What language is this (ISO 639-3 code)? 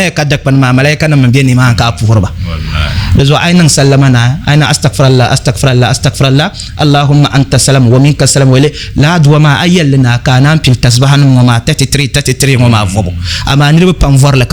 dag